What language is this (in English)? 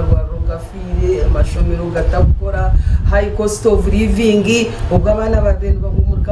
Nyankole